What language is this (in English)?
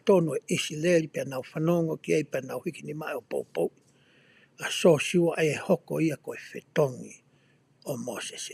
Tongan